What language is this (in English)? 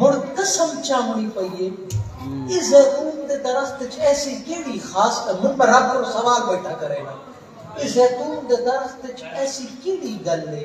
Saraiki